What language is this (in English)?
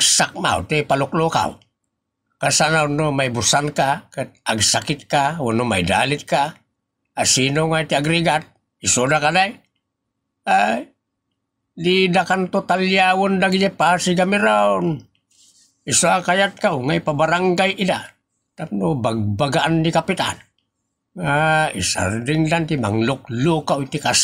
Iloko